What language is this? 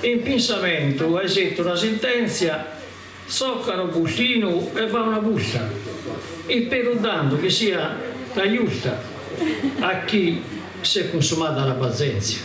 Sardinian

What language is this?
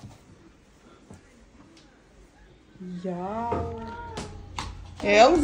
Croatian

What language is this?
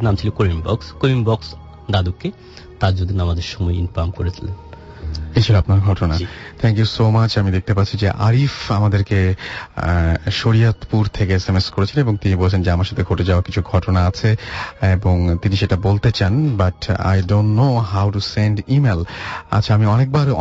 Bangla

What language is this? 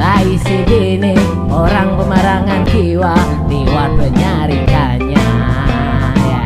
Banjar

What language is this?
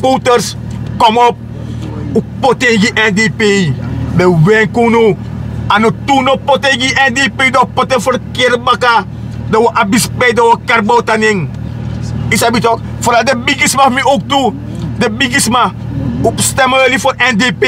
Sranan Tongo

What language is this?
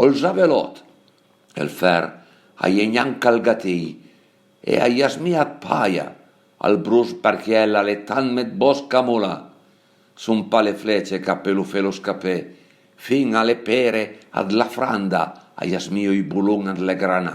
Piedmontese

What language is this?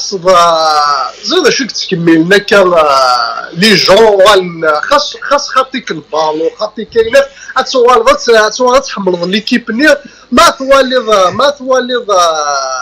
Kabyle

